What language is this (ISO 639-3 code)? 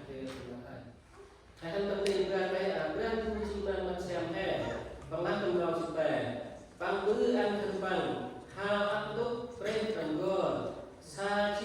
cmo